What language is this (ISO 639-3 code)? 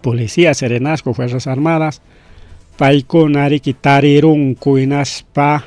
quy